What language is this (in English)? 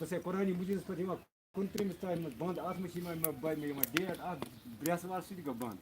Kashmiri